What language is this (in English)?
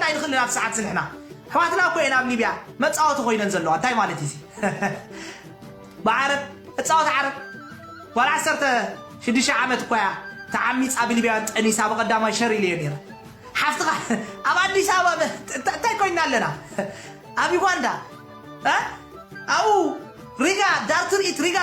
Tigrinya